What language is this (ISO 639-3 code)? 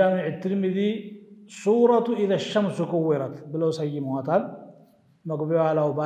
amh